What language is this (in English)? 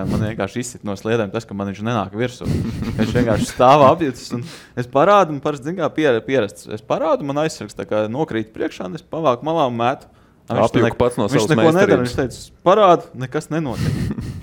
Latvian